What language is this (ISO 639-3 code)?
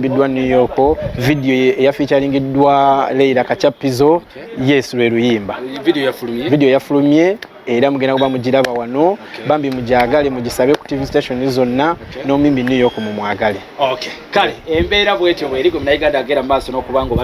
lug